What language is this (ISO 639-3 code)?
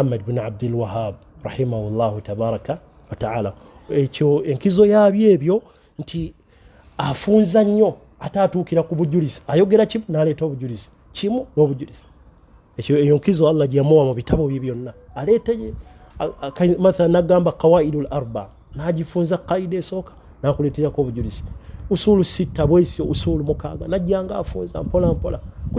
lug